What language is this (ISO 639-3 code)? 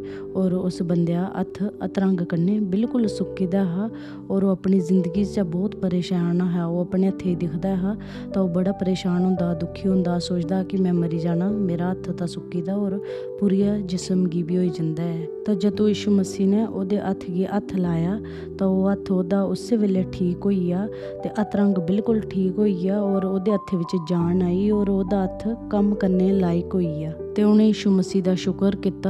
doi